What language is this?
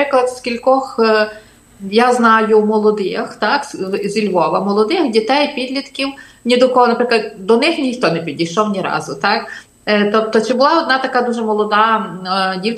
Ukrainian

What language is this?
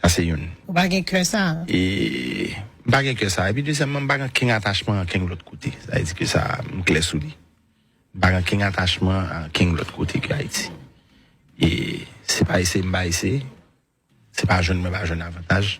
Haitian Creole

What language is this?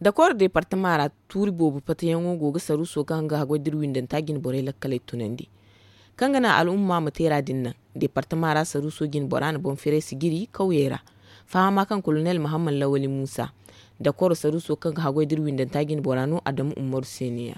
Zarma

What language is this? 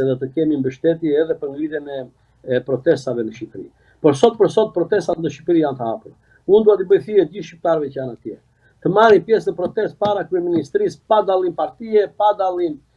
Albanian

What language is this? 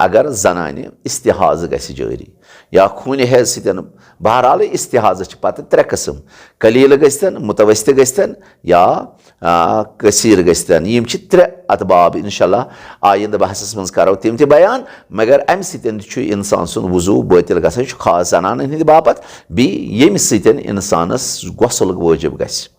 Kashmiri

